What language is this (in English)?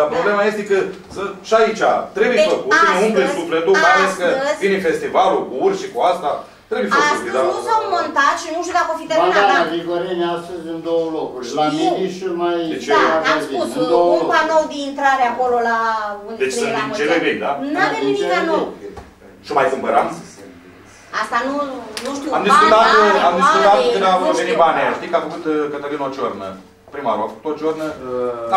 Romanian